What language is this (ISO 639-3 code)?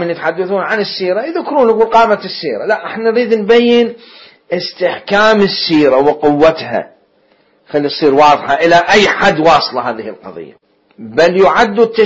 acm